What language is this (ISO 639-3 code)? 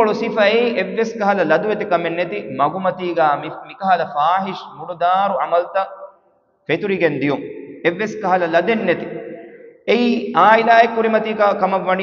div